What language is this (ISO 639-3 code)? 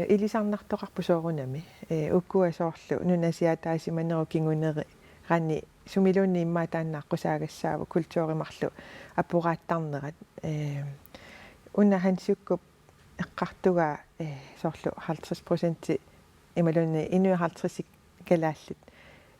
kal